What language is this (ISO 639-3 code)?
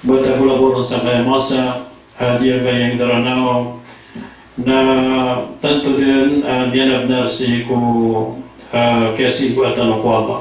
mrw